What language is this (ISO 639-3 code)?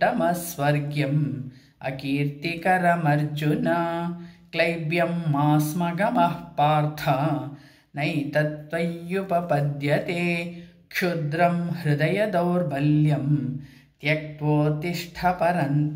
san